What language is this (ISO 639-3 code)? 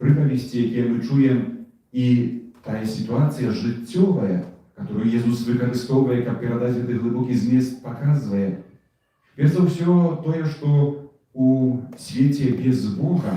bel